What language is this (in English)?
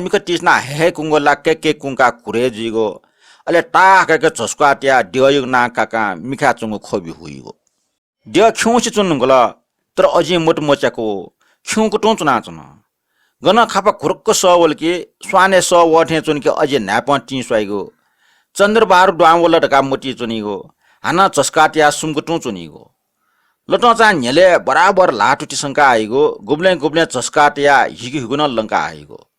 Newari